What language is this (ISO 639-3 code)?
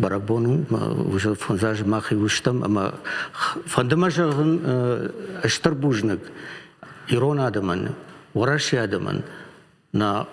oss